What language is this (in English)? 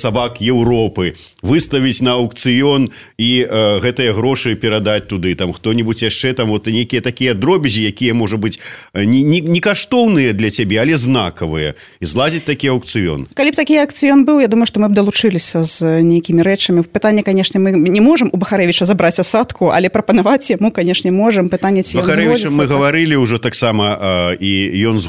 Belarusian